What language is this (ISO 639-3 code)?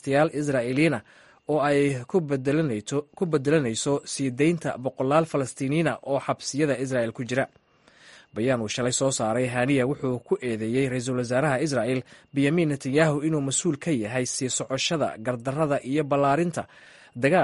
som